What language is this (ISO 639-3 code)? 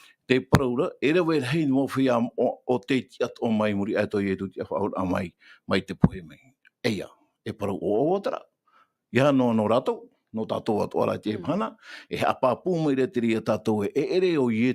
tah